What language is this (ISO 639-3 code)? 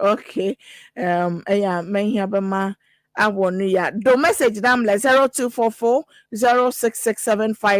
ewe